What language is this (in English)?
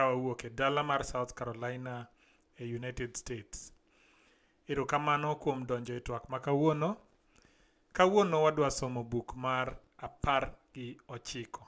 Luo (Kenya and Tanzania)